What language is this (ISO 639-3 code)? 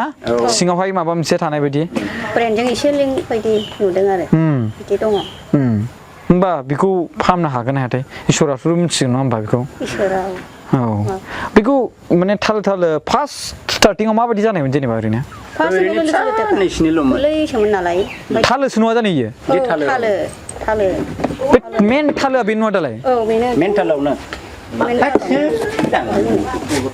brx